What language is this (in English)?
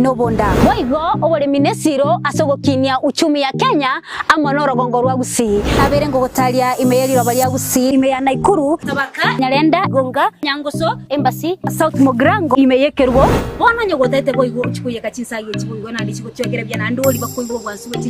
Gusii